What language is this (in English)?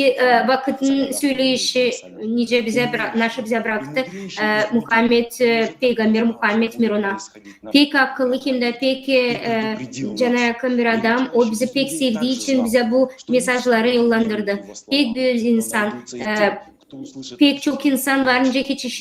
Gagauz